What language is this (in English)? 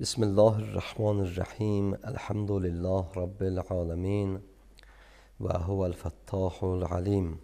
Azerbaijani